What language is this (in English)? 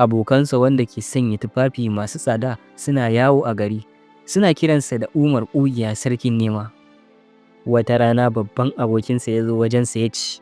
Hausa